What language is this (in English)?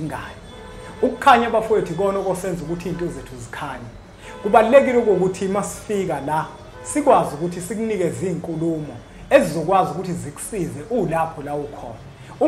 Zulu